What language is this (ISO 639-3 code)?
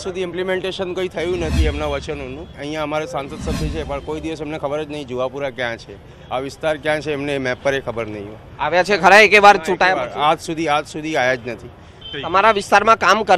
guj